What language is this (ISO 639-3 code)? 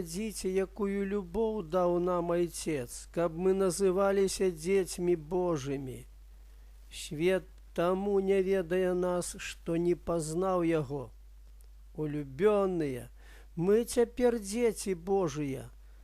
bel